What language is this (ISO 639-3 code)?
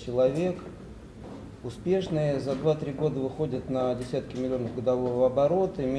rus